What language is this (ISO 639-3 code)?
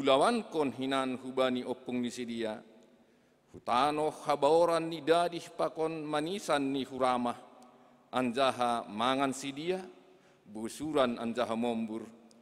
bts